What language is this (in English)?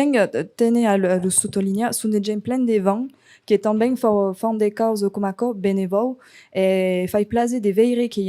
Occitan